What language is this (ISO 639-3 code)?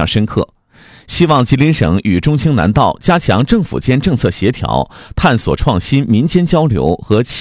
zho